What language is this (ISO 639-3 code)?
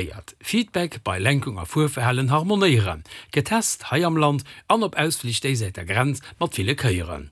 ltz